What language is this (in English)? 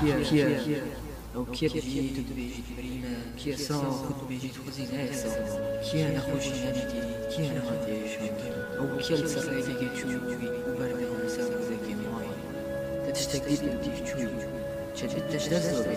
Kurdish